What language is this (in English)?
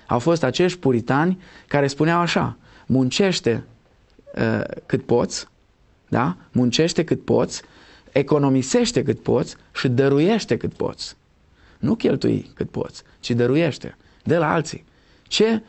Romanian